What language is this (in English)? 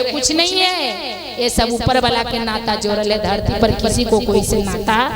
Magahi